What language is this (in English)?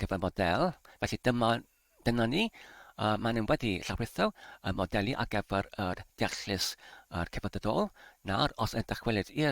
Welsh